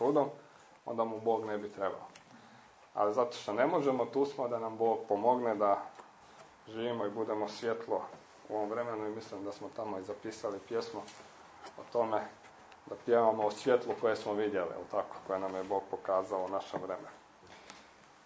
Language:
Croatian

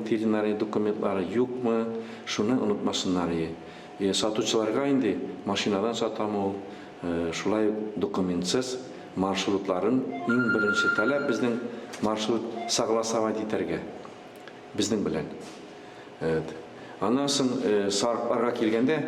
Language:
Tatar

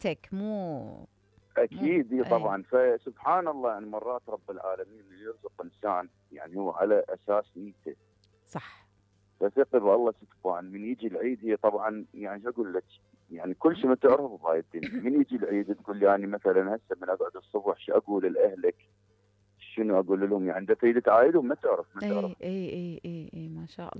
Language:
Mesopotamian Arabic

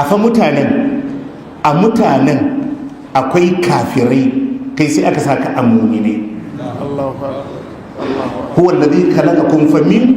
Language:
Hausa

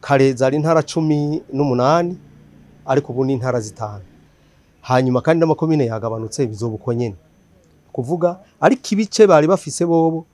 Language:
Rundi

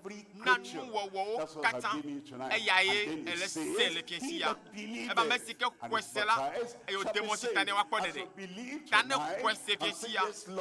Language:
Ewe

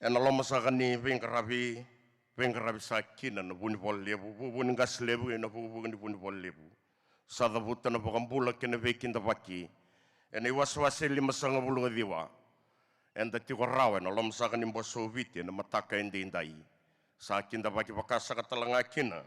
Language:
Fijian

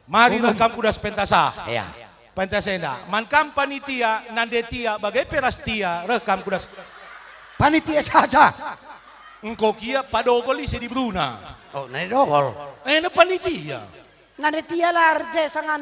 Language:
Batak Karo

